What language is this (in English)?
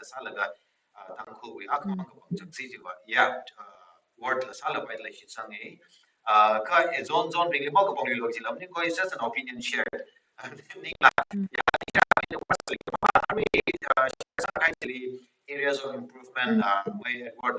Tangkhul Naga (India)